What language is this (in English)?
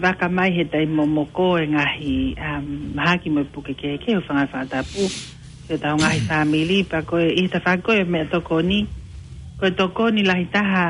Tongan